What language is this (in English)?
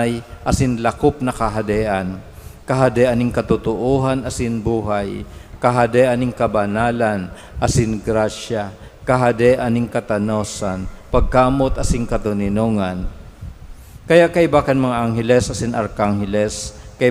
Bikol